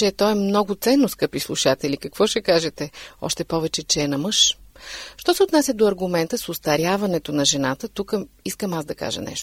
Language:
Bulgarian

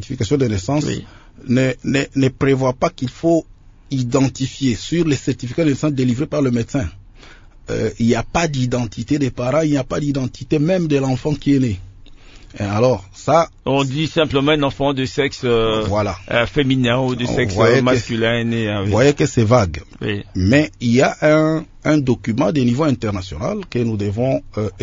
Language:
French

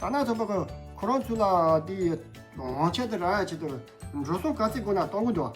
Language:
Tibetan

